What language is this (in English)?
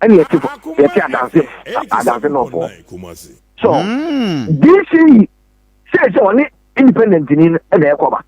Akan